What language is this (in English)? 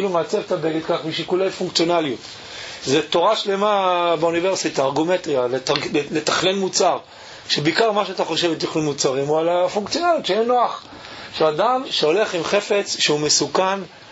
Hebrew